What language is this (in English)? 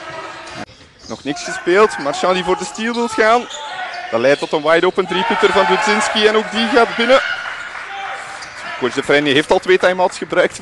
Dutch